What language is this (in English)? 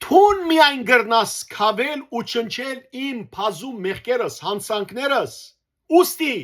Western Armenian